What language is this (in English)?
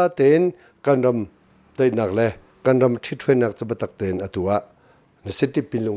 Hakha Chin